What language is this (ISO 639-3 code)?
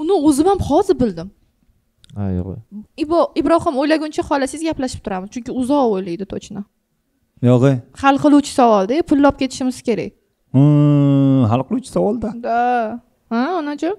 uzb